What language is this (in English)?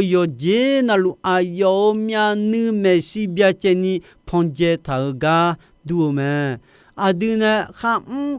Akha